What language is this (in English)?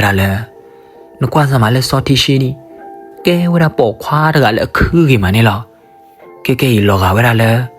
S'gaw Karen